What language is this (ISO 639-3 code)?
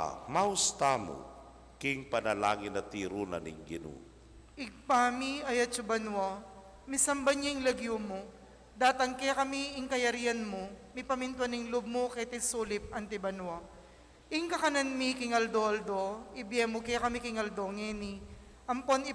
pam